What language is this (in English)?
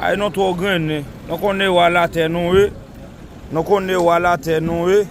Haitian Creole